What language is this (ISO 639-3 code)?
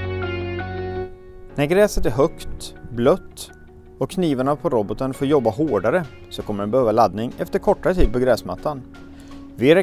swe